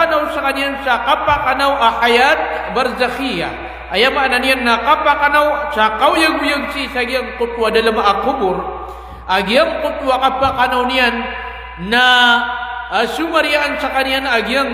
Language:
Maranao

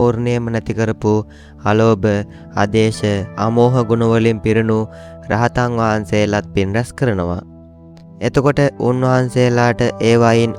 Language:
Sinhala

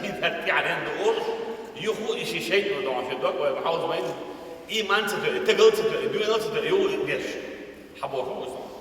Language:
Chechen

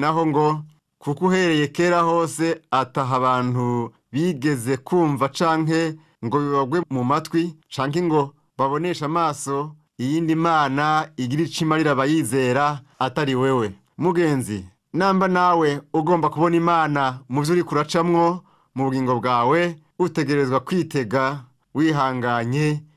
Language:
Rundi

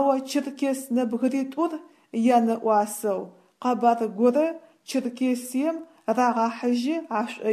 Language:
Adyghe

